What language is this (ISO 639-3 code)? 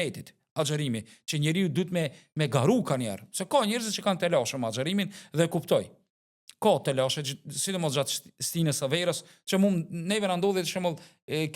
sqi